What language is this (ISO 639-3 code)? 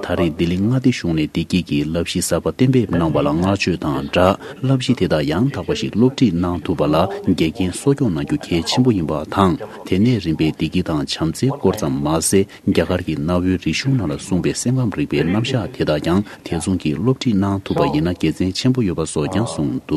bod